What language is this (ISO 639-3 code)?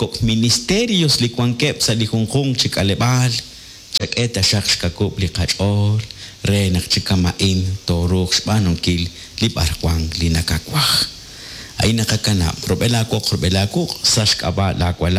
kek